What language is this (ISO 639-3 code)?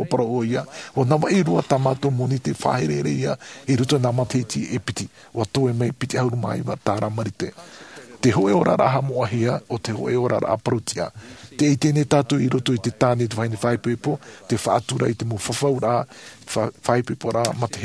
tah